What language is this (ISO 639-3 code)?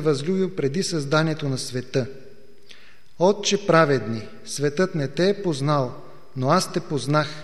bul